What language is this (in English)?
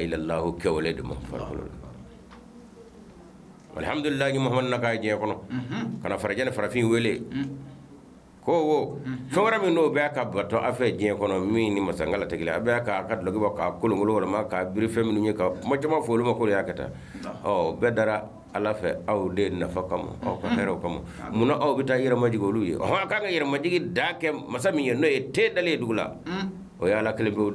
Bambara